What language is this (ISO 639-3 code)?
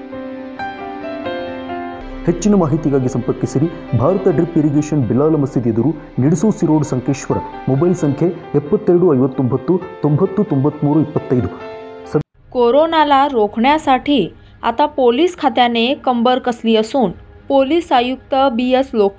mar